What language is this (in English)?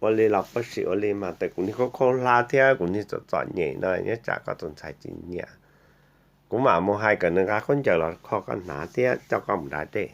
Hmong